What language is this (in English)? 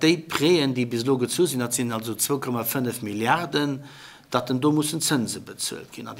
Luxembourgish